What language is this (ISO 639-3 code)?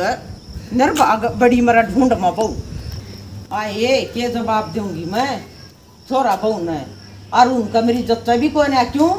bgc